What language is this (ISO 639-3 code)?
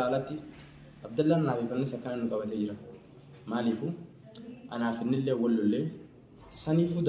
orm